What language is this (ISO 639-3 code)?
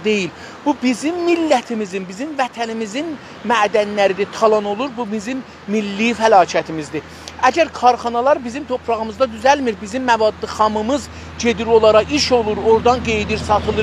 azb